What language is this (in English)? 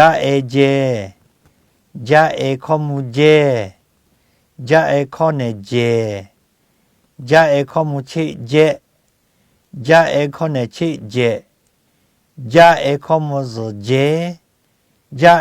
Lahu